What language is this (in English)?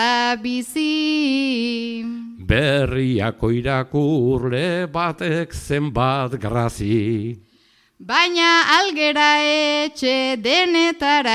Basque